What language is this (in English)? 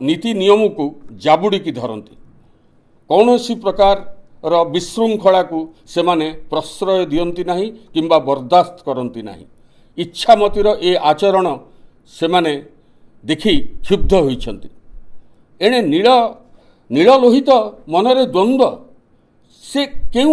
Odia